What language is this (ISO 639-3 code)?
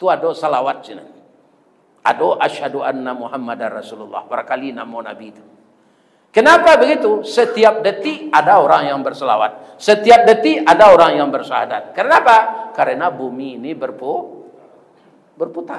min